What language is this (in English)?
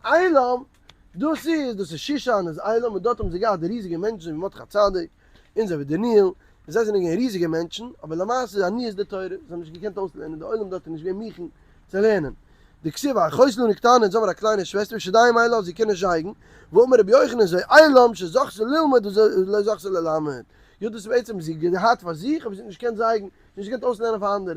Yiddish